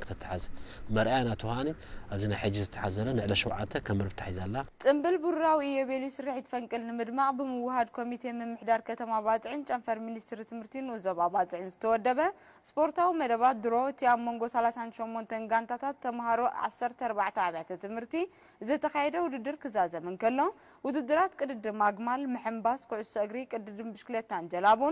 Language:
Tigrinya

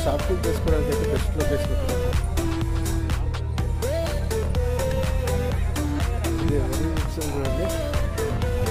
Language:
Telugu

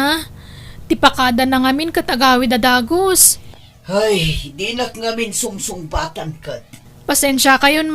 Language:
Iloko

